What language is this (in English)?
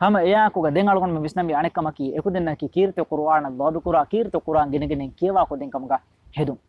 Divehi